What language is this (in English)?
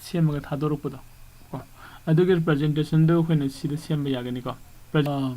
Manipuri